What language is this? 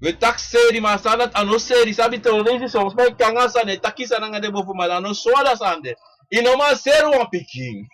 Sranan Tongo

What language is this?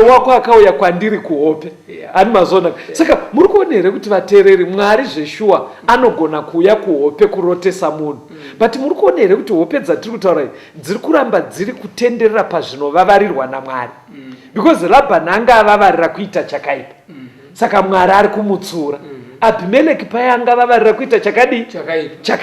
Shona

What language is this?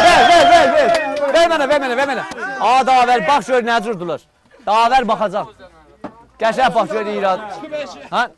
South Azerbaijani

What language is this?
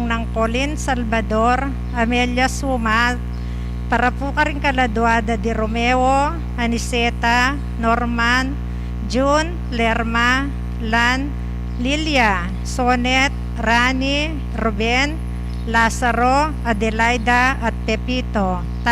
Pampanga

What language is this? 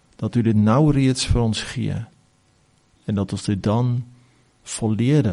Afrikaans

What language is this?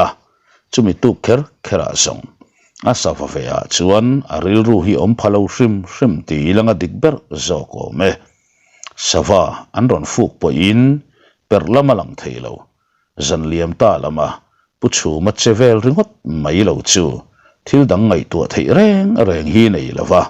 Mizo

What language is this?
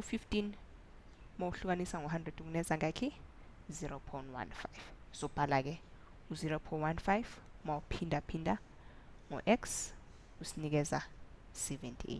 Zulu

